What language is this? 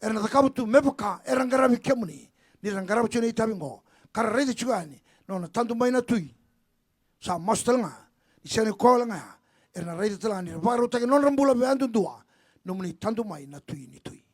Fijian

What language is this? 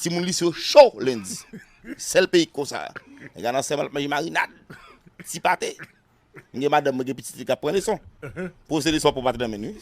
Haitian Creole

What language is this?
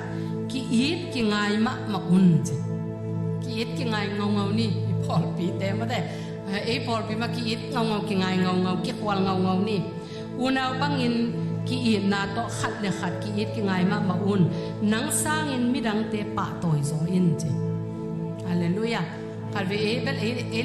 Tedim Chin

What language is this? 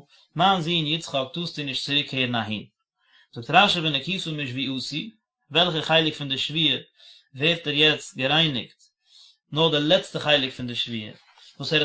Yiddish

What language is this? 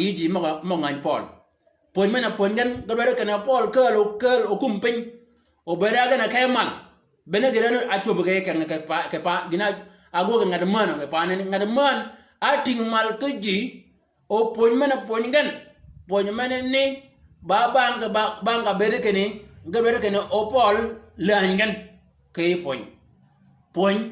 Shilluk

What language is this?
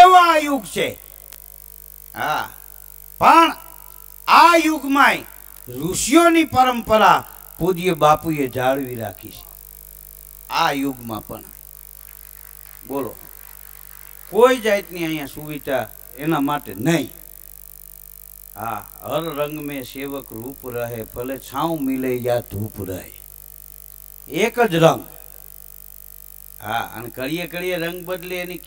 Gujarati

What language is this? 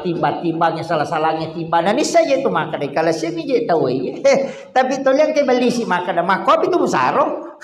Buginese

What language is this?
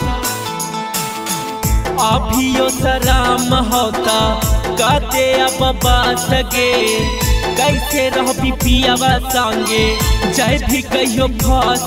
Magahi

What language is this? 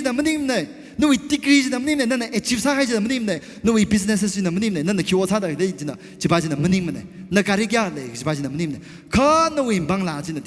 Tangkhul Naga (India)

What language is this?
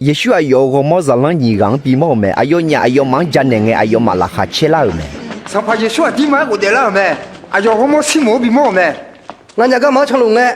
Akha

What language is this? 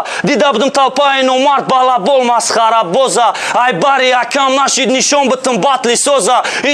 Tajik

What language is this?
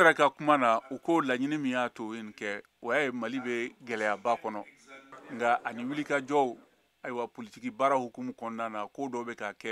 Bambara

